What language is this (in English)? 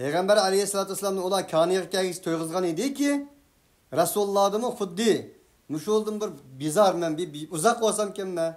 Uyghur